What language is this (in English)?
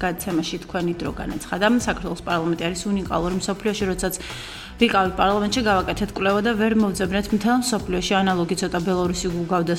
Georgian